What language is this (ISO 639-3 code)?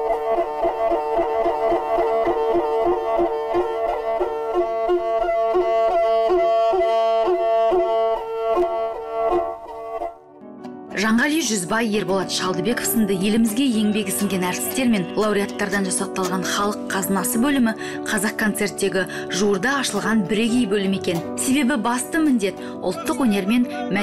kaz